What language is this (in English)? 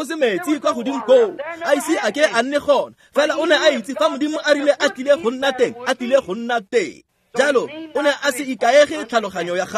Tswana